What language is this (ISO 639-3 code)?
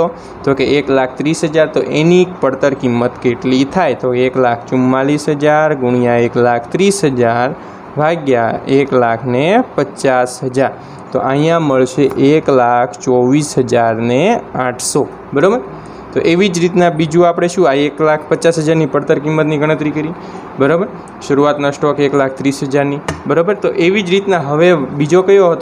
guj